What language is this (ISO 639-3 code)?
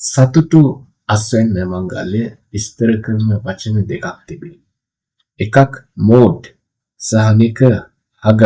sin